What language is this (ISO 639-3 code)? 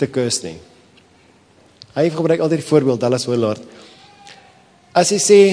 afr